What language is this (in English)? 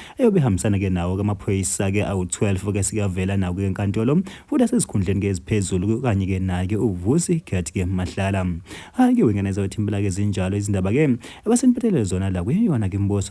Zulu